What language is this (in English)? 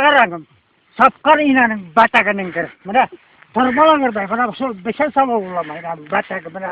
Tatar